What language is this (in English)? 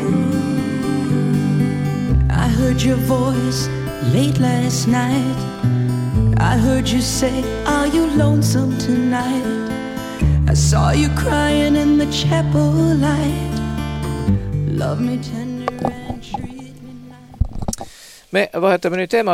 Estonian